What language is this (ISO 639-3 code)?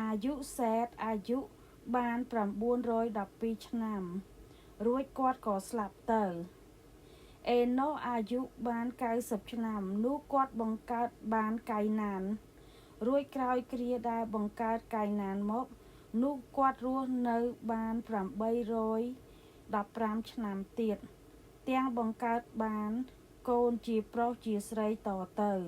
khm